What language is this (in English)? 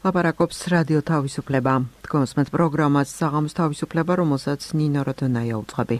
Georgian